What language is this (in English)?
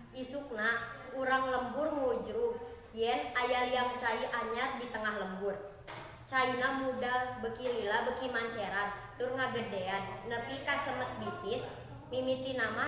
Sundanese